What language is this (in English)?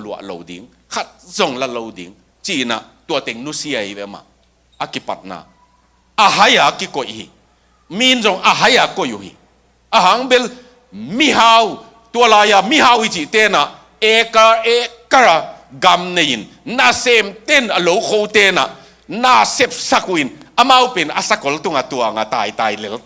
Tedim Chin